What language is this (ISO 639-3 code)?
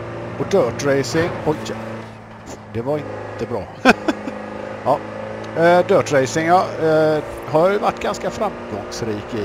swe